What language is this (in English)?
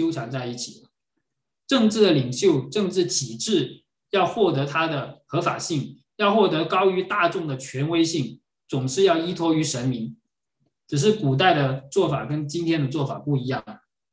Chinese